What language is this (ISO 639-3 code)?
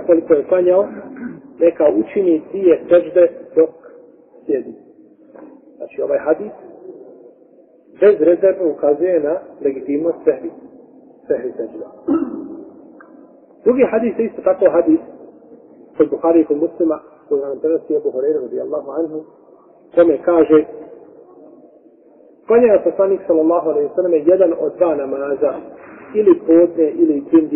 bos